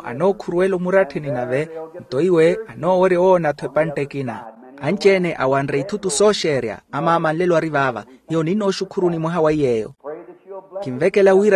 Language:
Makhuwa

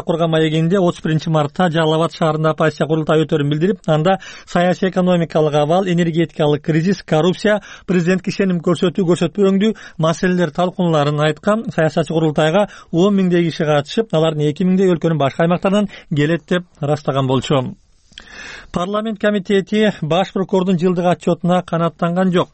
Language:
Kyrgyz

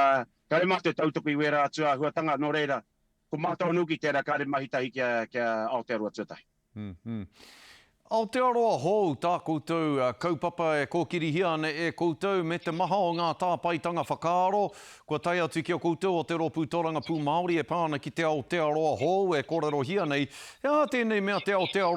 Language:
Māori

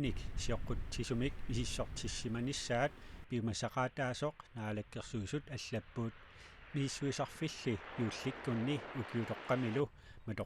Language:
Kalaallisut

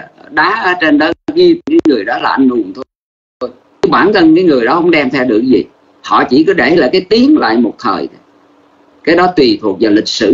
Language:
Vietnamese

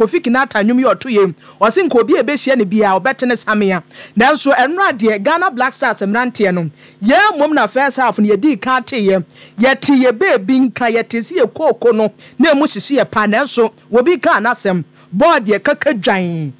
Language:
Akan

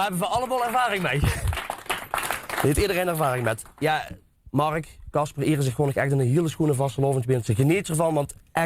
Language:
Limburgish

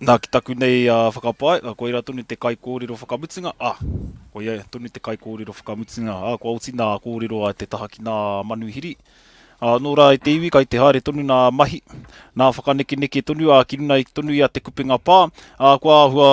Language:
Māori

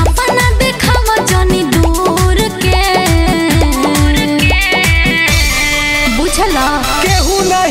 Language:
Bhojpuri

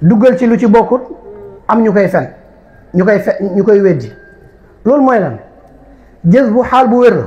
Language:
Wolof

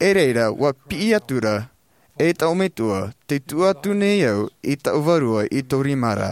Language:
Tahitian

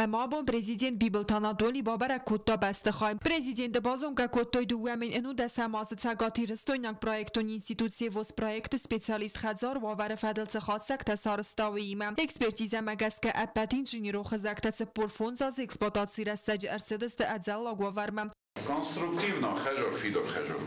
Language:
Ossetic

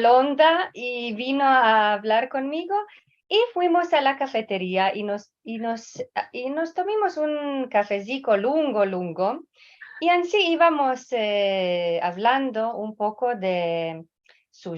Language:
Ladino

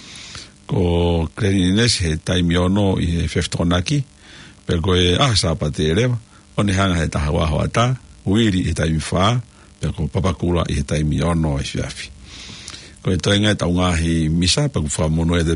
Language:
Tongan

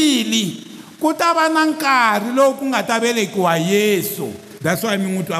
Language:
Tsonga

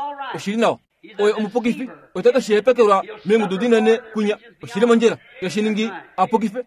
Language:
Kuanyama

